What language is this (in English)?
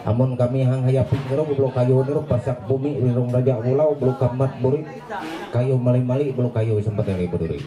Ma'anyan